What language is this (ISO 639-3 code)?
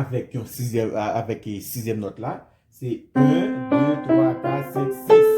hat